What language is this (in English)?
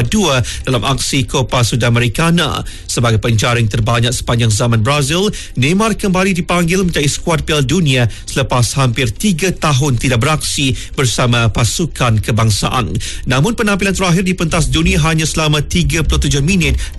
Malay